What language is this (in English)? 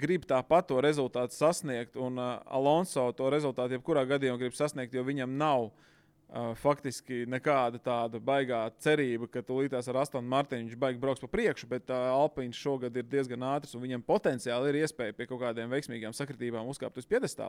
Latvian